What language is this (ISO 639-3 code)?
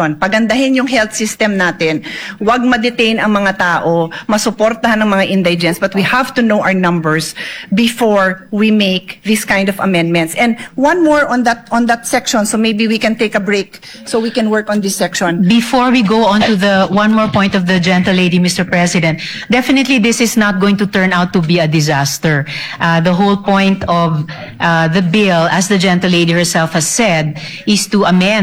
fil